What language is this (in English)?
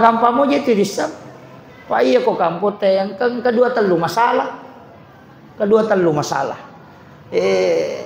Buginese